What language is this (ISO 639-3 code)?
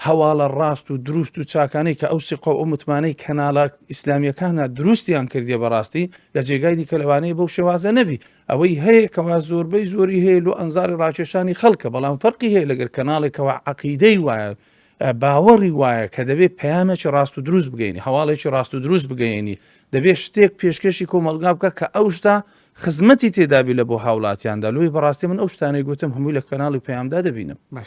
ckb